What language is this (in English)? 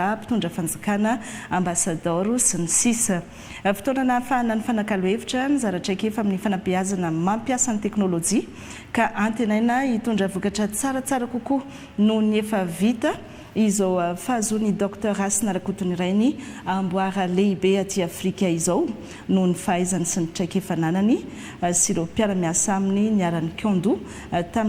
Malagasy